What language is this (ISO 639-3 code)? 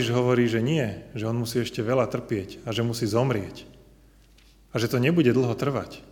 slk